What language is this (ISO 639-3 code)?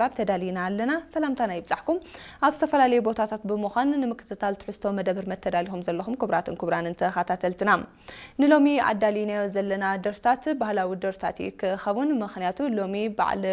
tir